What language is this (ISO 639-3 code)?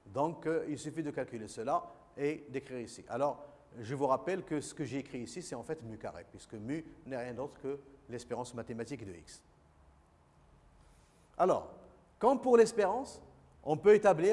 fra